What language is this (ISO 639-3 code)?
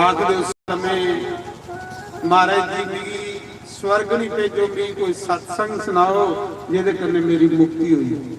doi